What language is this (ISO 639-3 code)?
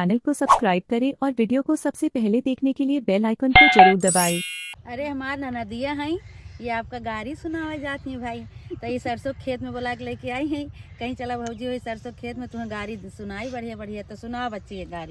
awa